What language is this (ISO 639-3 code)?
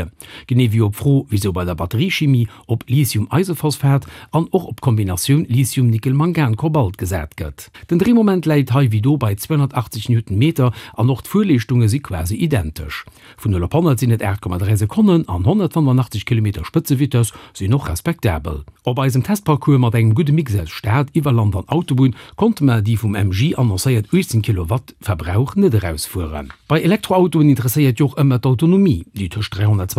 ltz